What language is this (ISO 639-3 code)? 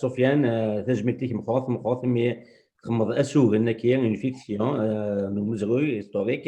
kab